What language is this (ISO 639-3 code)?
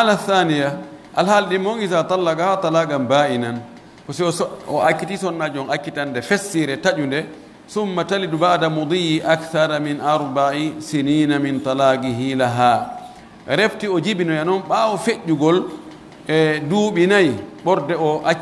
fuf